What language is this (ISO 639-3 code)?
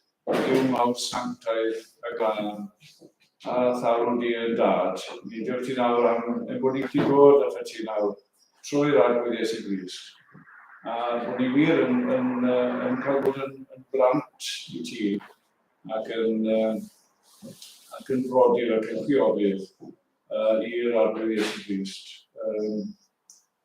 cym